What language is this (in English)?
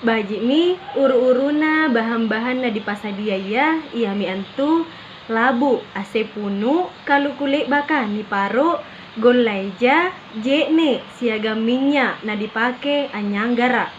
Makasar